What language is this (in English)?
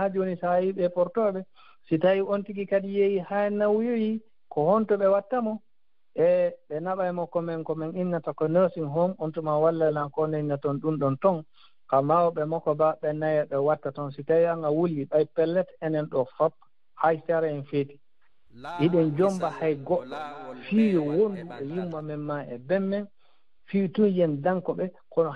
Fula